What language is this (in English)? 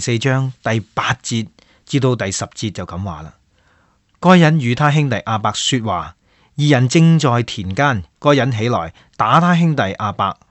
Cantonese